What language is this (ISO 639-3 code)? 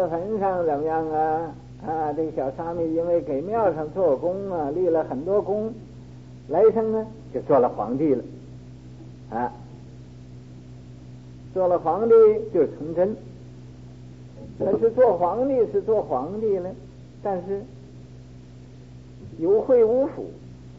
zho